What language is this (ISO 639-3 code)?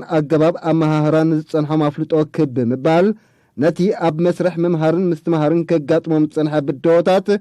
tir